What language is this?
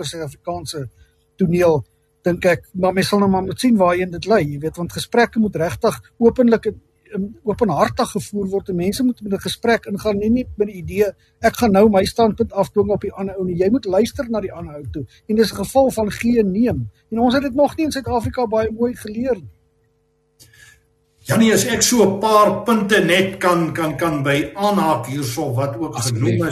Afrikaans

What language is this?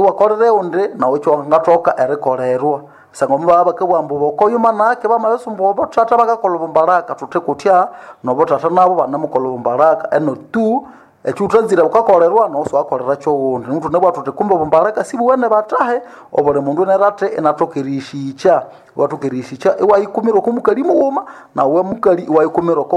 Nande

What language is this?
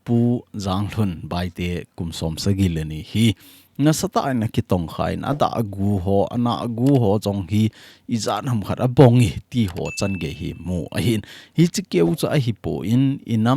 Thado Chin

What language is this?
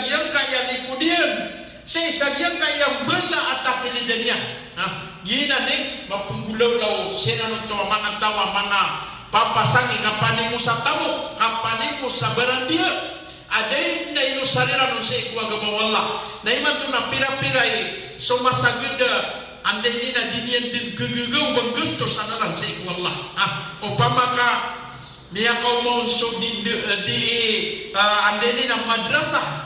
Maranao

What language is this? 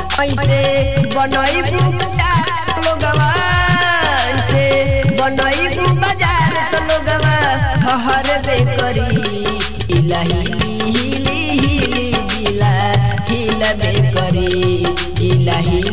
Bhojpuri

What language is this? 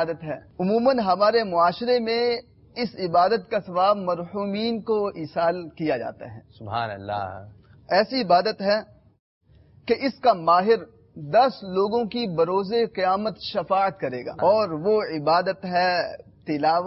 Urdu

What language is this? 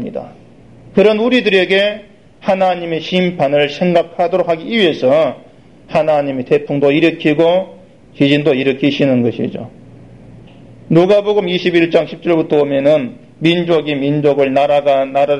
Korean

